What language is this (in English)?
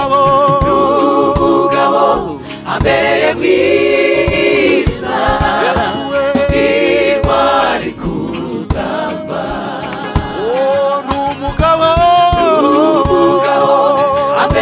Kinyarwanda